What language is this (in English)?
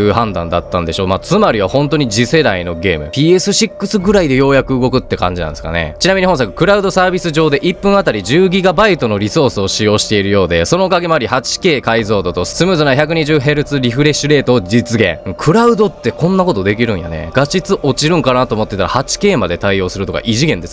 Japanese